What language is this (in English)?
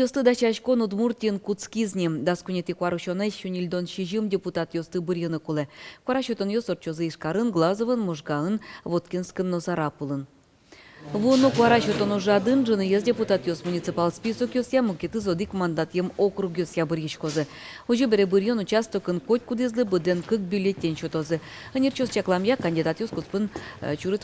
Udmurt